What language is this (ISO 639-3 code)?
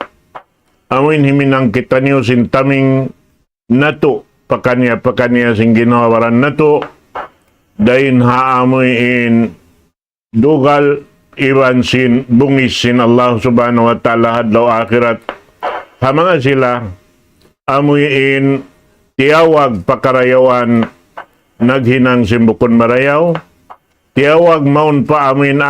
tsg